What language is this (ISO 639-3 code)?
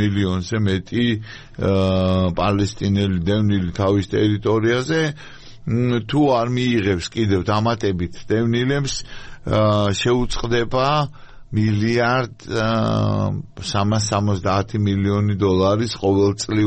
kat